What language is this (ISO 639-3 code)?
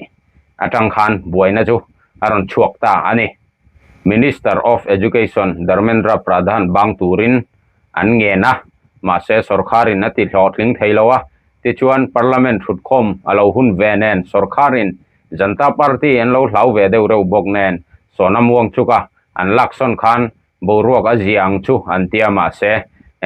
lus